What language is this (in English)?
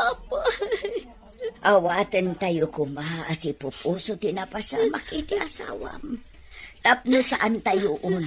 Iloko